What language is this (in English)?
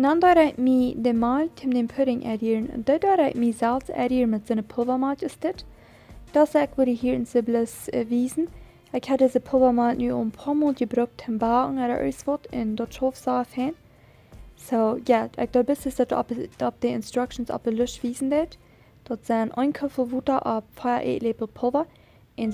Plautdietsch